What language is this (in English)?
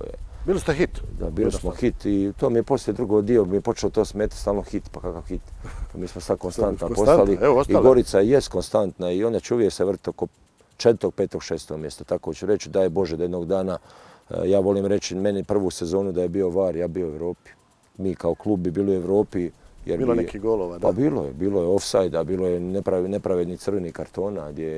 Croatian